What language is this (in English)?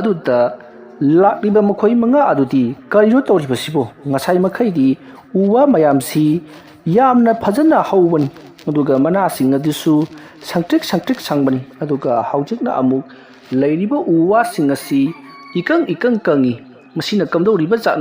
Manipuri